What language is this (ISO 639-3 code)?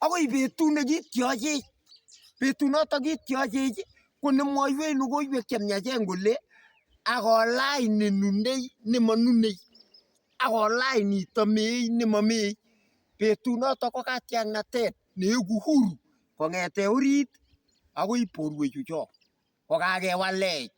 kln